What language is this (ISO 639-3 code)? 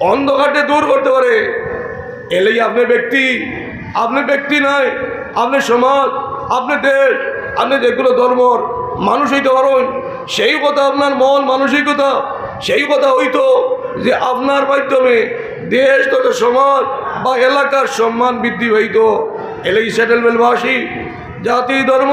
syl